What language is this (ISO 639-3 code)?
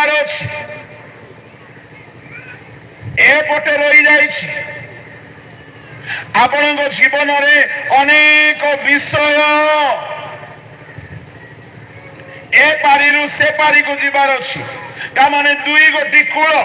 ori